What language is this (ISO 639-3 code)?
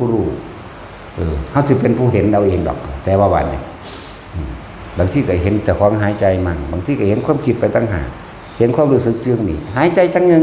tts